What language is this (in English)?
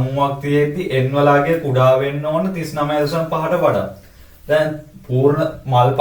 Sinhala